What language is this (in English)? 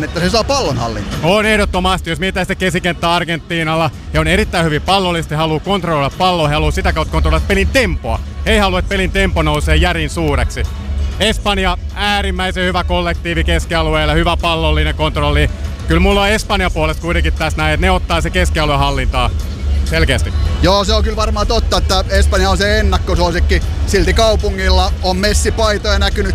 Finnish